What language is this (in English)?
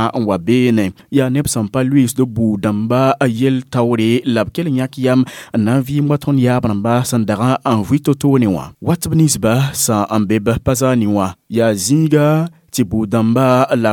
Mossi